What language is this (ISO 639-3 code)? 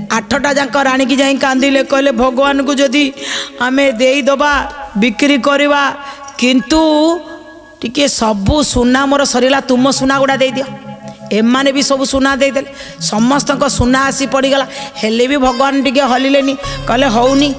ori